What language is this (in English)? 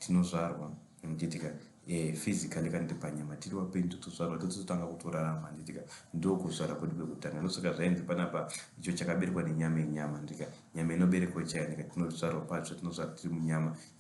Shona